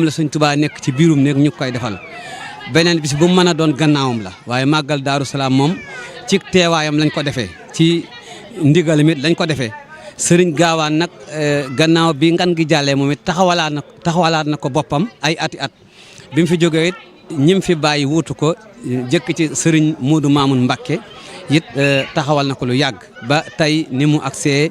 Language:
Wolof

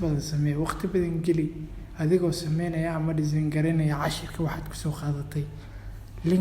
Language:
Somali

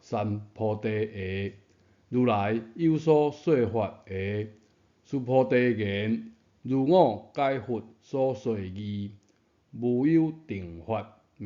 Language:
Min Nan Chinese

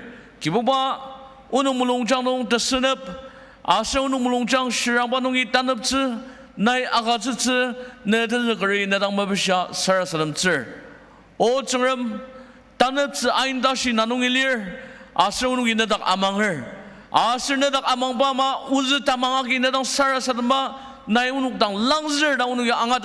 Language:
Ao Naga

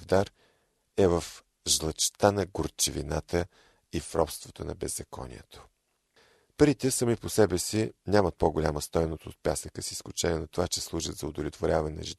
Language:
Bulgarian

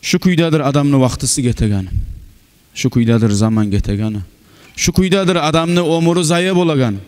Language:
Kumyk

